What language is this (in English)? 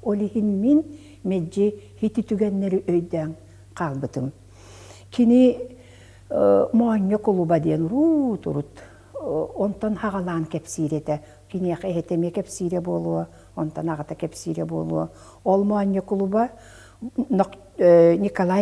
Yakut